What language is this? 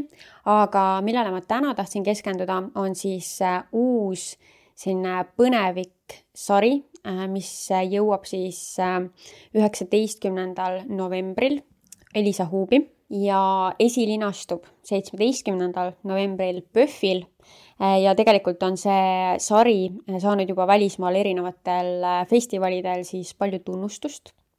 Estonian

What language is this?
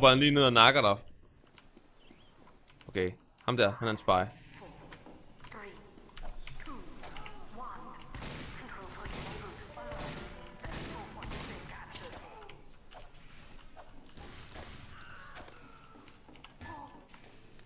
Danish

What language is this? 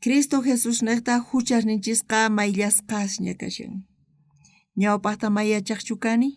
South Bolivian Quechua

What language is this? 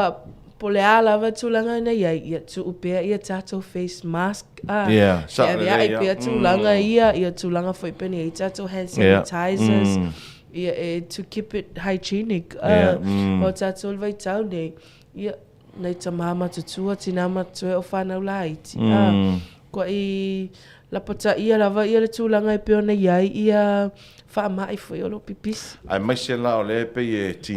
Samoan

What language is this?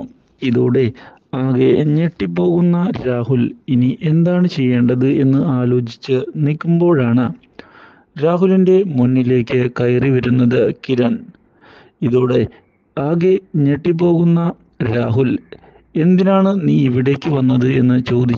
Malayalam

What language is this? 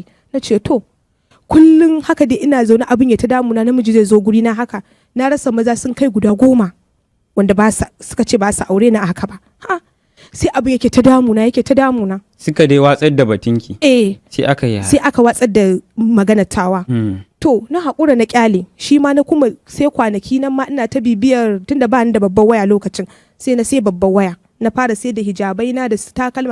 Hausa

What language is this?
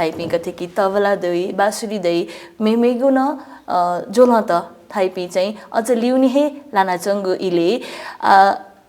Newari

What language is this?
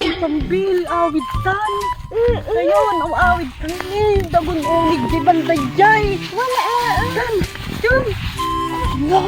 Iloko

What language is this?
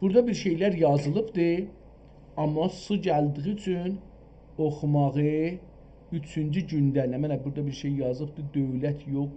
South Azerbaijani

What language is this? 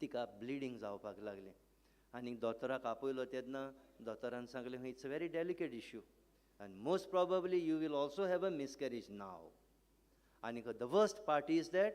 Konkani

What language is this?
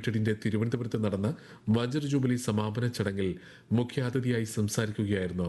Malayalam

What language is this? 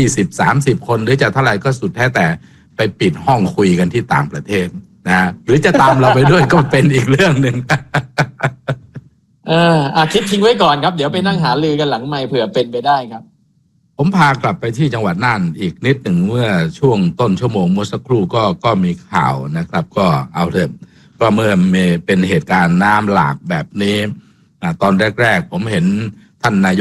Thai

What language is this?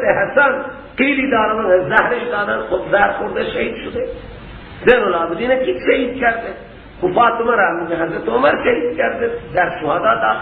Persian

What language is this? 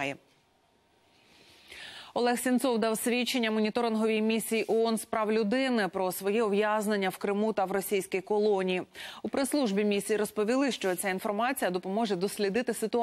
Ukrainian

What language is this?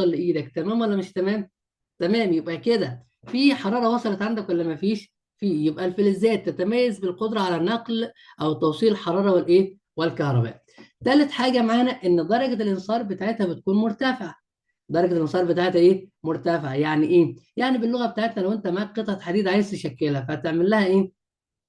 Egyptian Arabic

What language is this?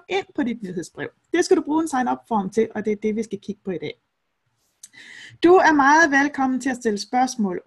Danish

